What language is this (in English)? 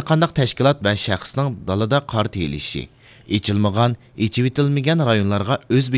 Uyghur